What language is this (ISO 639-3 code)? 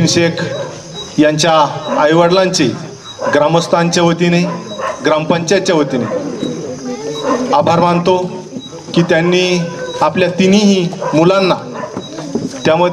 mar